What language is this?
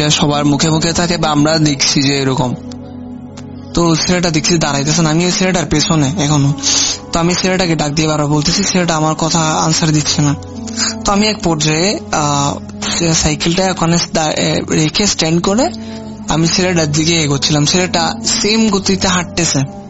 Bangla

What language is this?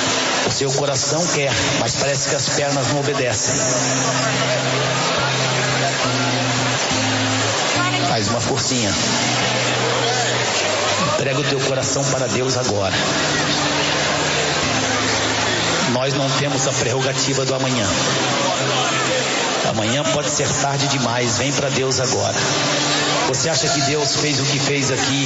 Portuguese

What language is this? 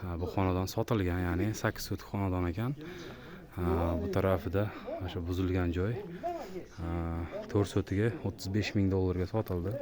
Uzbek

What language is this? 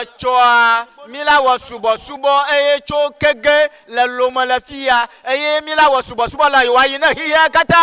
Ewe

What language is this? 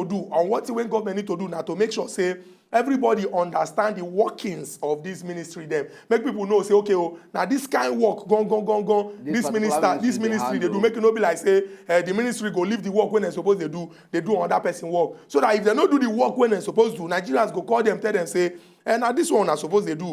Nigerian Pidgin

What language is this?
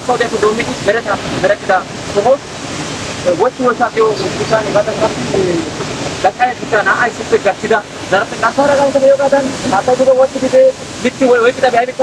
Wolaytta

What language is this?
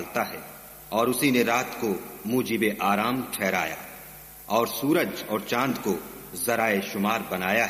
Urdu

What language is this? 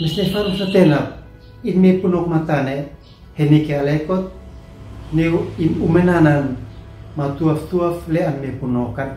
Uab Meto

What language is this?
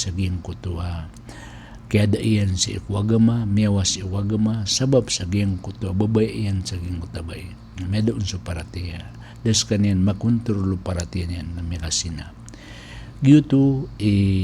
Maranao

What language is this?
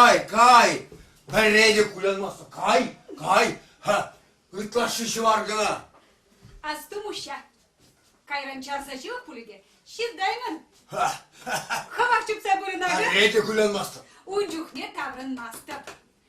Chuvash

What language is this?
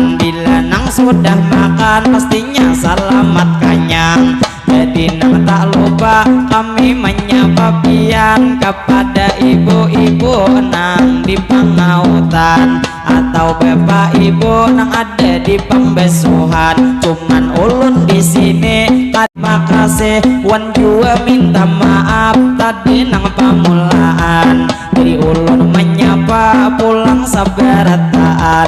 Banjar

